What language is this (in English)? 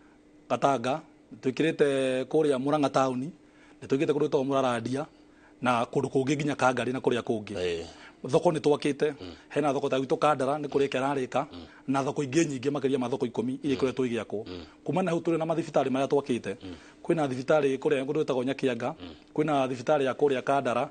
Kikuyu